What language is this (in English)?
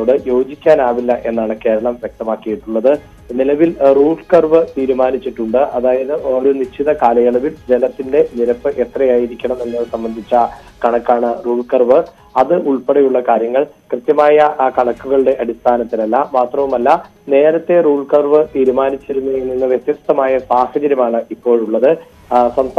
Malayalam